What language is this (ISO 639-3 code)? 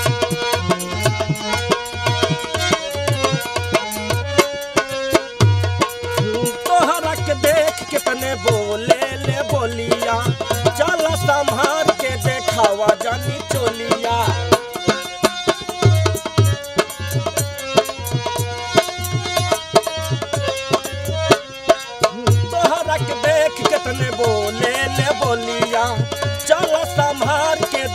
bho